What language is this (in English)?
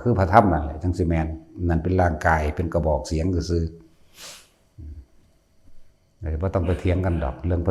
Northeastern Thai